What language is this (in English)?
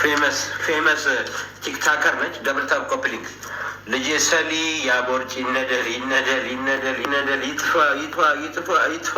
Amharic